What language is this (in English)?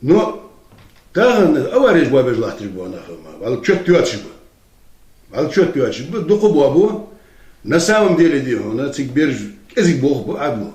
Ingush